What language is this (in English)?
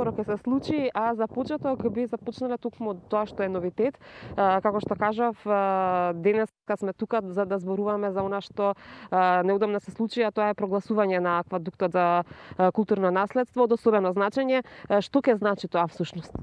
Macedonian